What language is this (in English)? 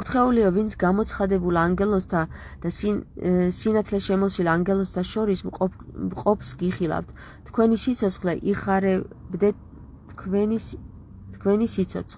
Georgian